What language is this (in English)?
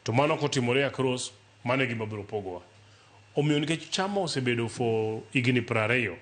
Luo (Kenya and Tanzania)